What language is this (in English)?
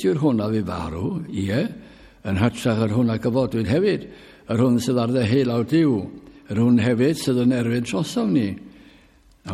Welsh